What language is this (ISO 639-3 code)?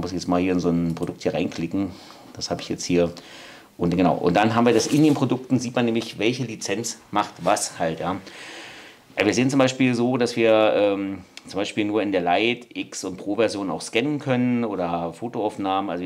deu